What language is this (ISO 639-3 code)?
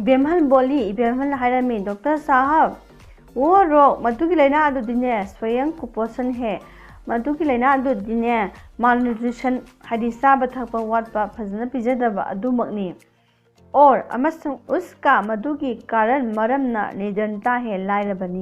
mni